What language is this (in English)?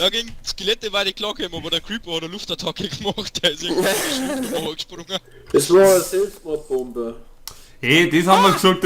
Bavarian